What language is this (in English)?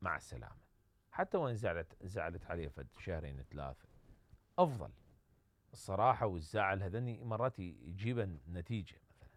Mesopotamian Arabic